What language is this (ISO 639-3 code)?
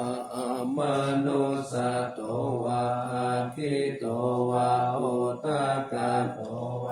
pli